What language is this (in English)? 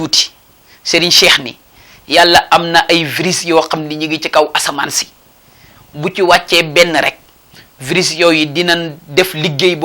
Wolof